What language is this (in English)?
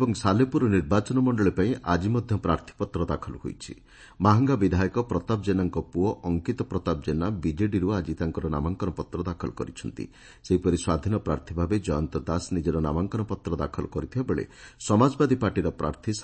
Odia